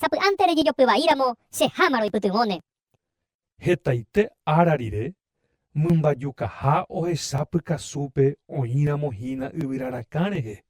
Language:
Guarani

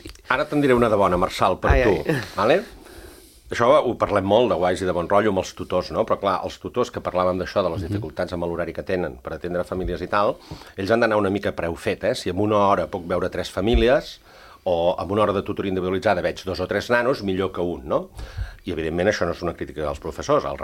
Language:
Catalan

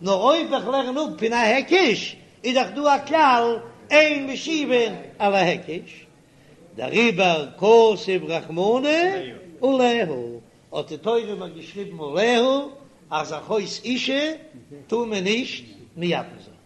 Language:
Yiddish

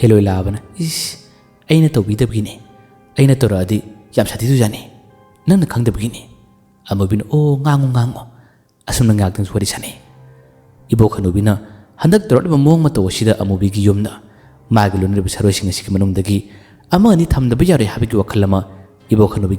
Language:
Manipuri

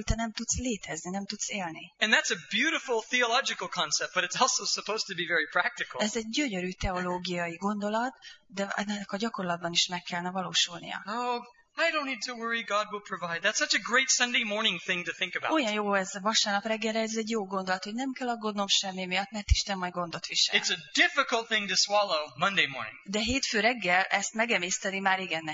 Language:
Hungarian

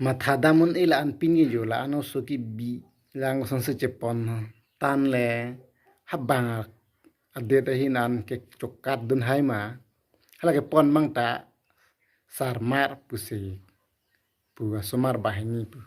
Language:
Karbi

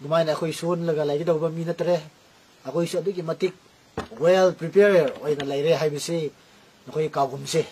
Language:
Manipuri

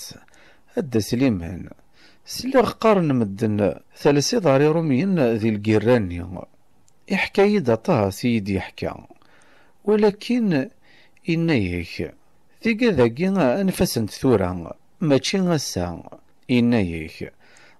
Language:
Kabyle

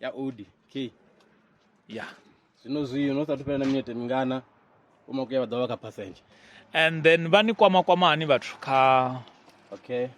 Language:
Venda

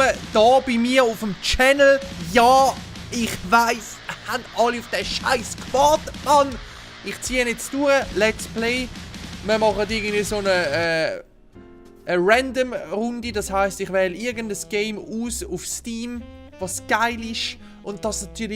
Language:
Swiss German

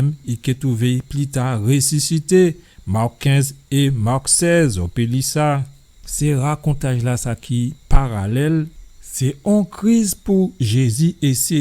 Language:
Guadeloupean Creole French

